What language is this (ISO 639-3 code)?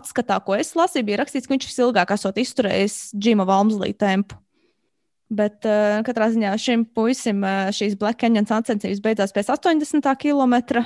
lav